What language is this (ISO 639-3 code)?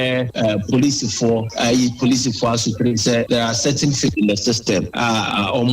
aka